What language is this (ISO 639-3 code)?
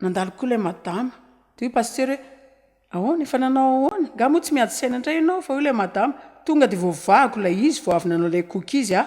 mlg